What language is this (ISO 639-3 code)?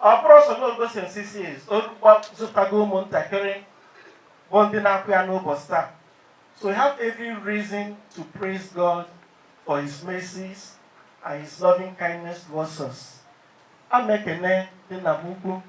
ibo